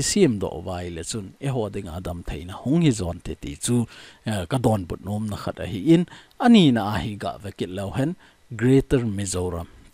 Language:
Thado Chin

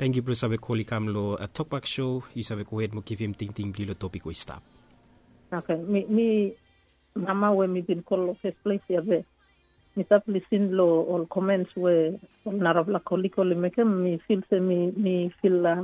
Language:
Bislama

